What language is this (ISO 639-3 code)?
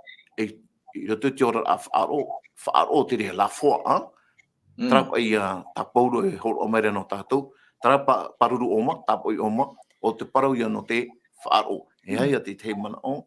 tah